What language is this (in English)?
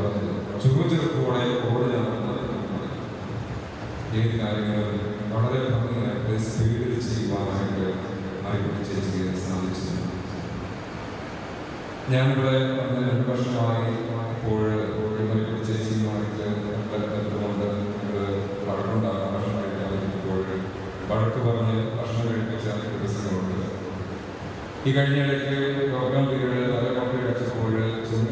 Malayalam